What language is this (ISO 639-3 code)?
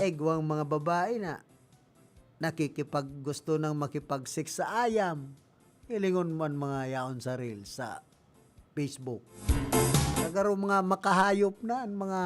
bik